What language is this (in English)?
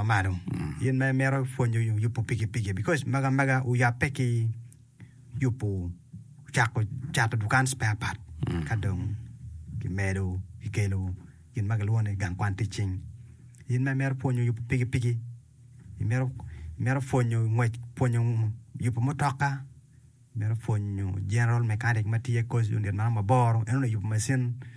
Acoli